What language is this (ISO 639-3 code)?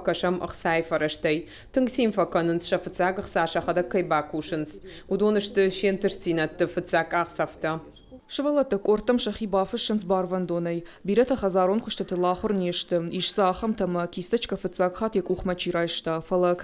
oss